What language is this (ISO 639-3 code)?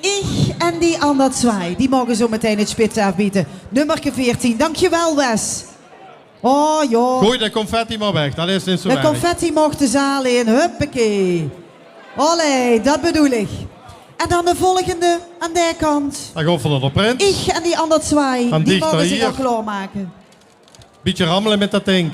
lim